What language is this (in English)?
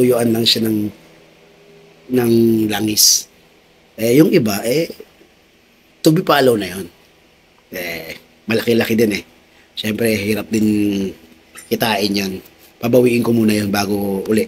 Filipino